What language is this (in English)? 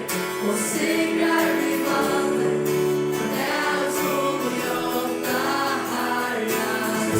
Faroese